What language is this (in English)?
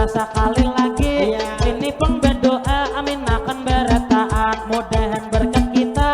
Banjar